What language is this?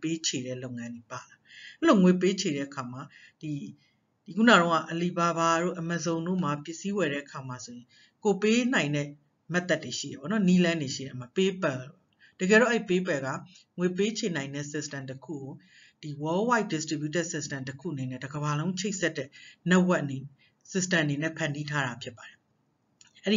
Burmese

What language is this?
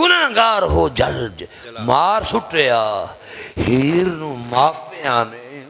Western Panjabi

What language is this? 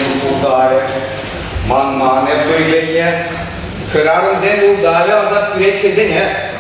Chuvash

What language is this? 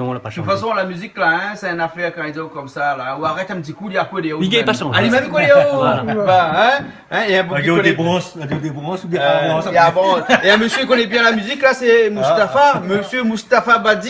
Réunion Creole French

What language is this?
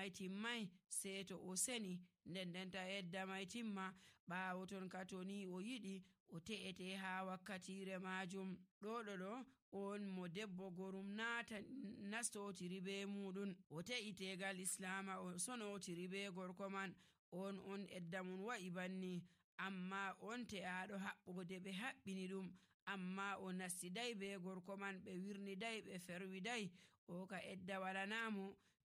Nigerian Fulfulde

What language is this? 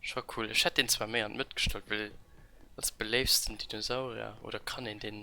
Luxembourgish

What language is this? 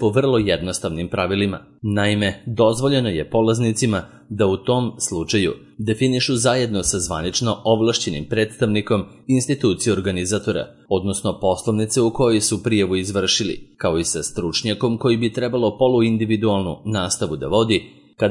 Serbian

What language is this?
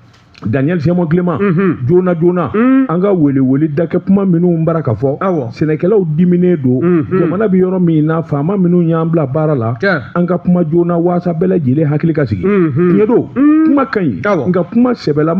Bambara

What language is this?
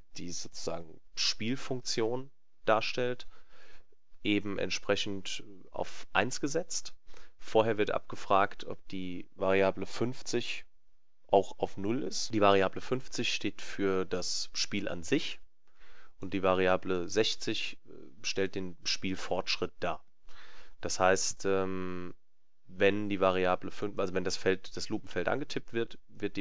German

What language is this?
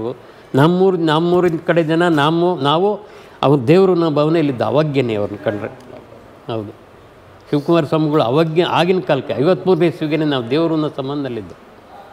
Kannada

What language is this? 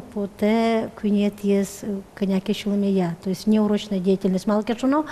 Udmurt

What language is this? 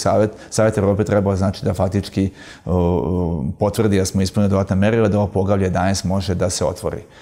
Serbian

